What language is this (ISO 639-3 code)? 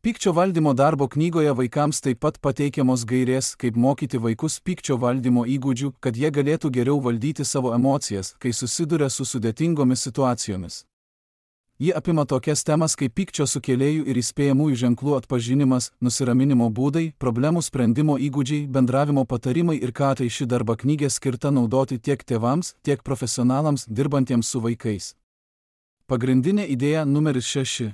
lit